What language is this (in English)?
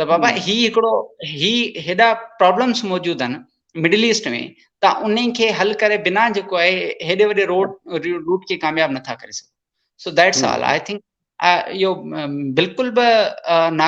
Sindhi